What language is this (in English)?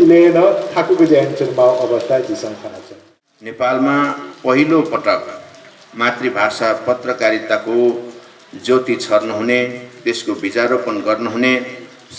Newari